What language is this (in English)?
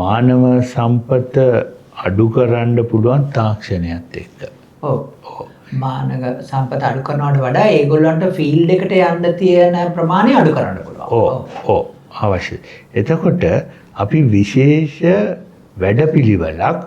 Sinhala